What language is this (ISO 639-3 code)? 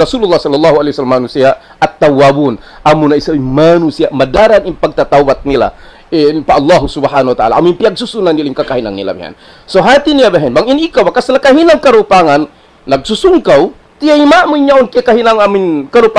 tsg